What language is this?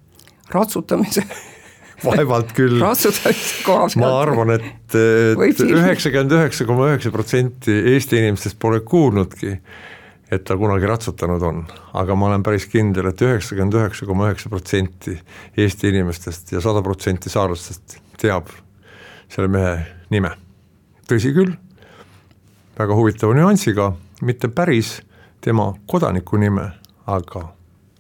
Estonian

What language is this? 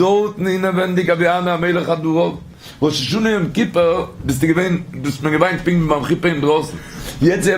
Yiddish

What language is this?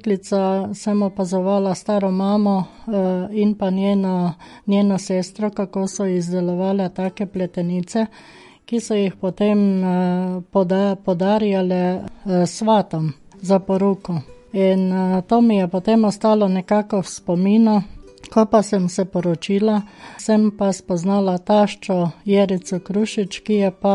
Slovenian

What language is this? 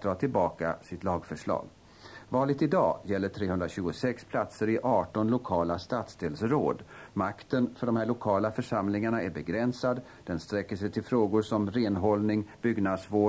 Swedish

